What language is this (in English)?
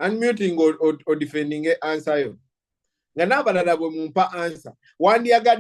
Ganda